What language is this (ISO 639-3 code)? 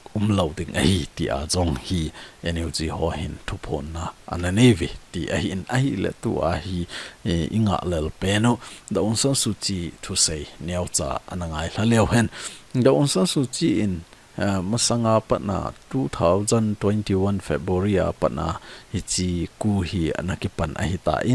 tcz